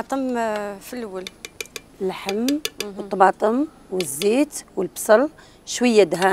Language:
Algerian Arabic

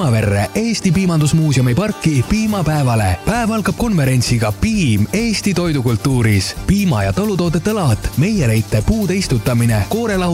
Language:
Estonian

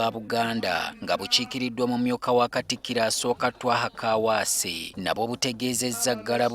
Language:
Ganda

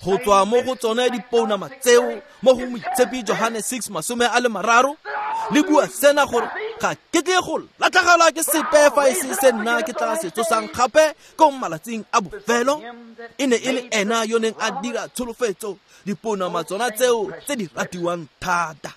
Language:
Tswana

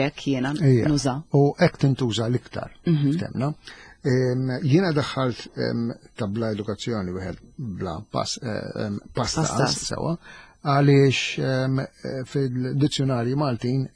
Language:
Maltese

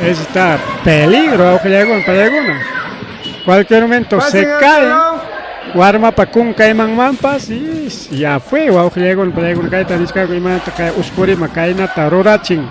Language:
Ayacucho Quechua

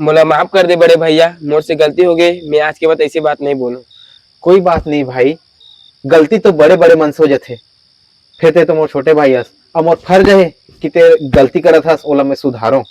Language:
Chhattisgarhi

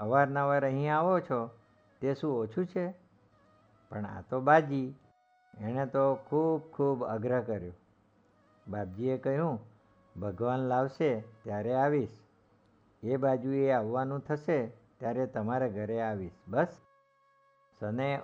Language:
Gujarati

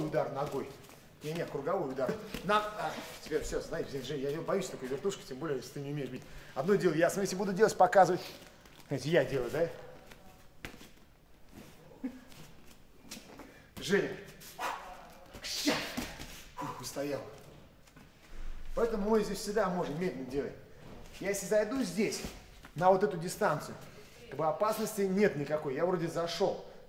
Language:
Russian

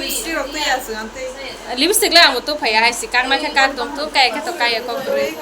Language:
Kok Borok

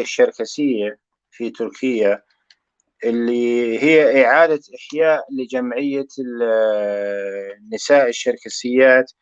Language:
North Levantine Arabic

